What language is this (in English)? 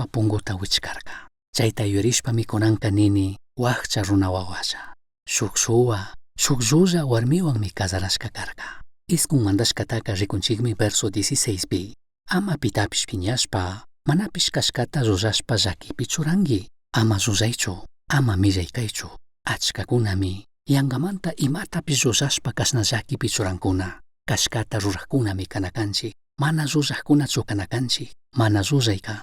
Chimborazo Highland Quichua